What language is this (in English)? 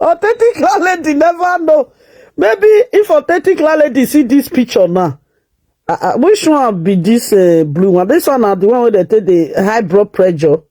Nigerian Pidgin